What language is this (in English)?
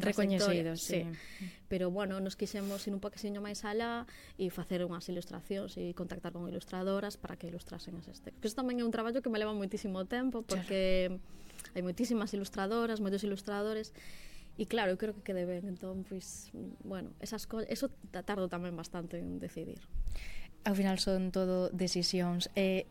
Galician